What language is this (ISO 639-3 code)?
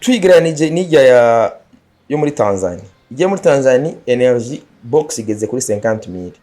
run